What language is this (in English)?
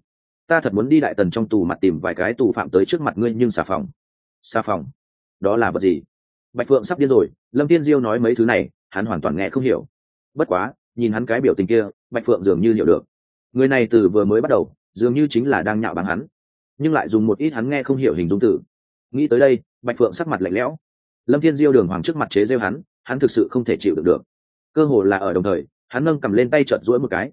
Vietnamese